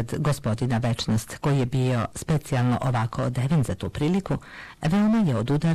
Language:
Serbian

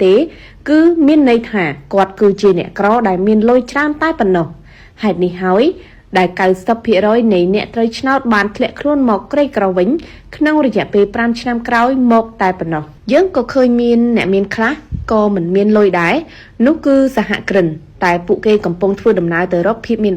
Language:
Khmer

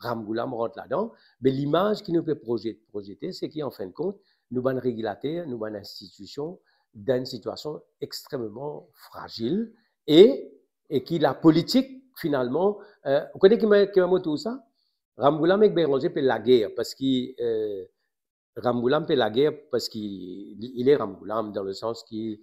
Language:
Morisyen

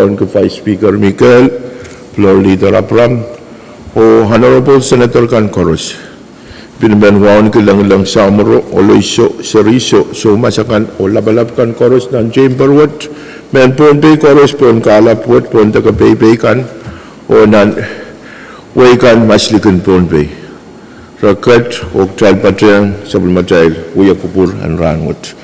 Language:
Pohnpeian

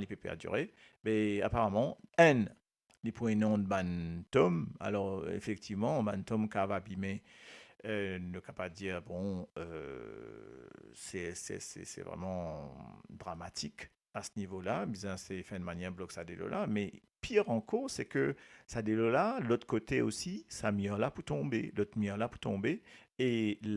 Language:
Morisyen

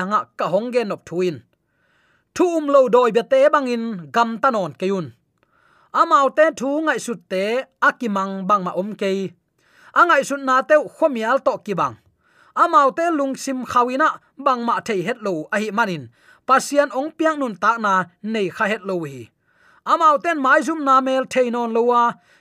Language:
Tedim Chin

